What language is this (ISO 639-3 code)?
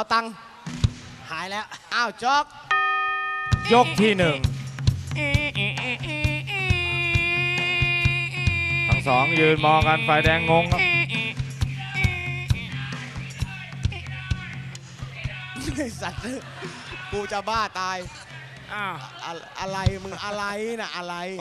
tha